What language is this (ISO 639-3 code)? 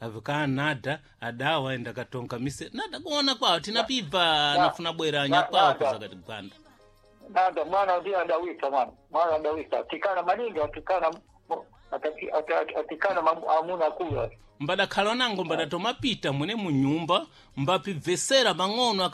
seh